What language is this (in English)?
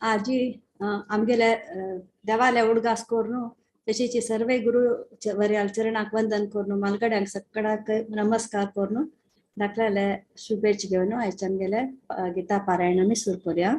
Konkani